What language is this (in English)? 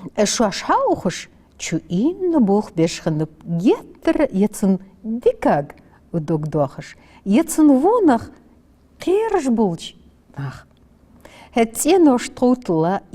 Ingush